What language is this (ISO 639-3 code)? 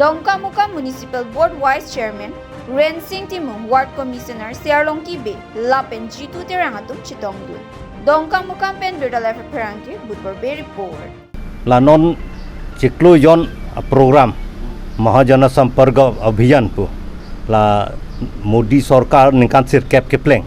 mjw